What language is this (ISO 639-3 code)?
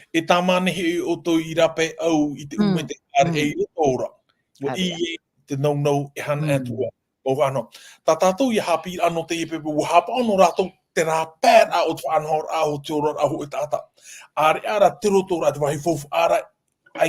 tah